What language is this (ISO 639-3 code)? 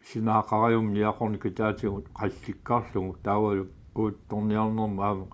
kal